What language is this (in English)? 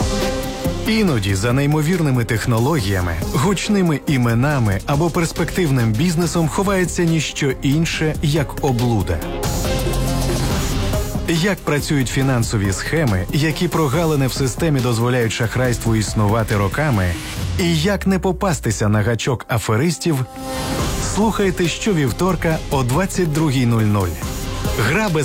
Ukrainian